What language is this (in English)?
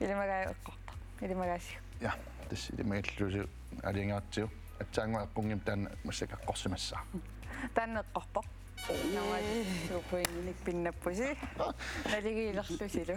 Kalaallisut